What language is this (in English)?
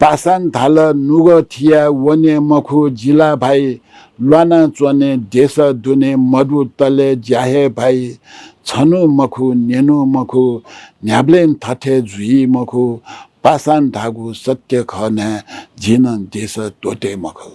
Newari